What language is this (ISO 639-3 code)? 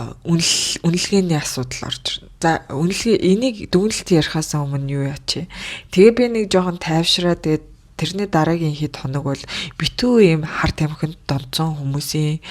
mon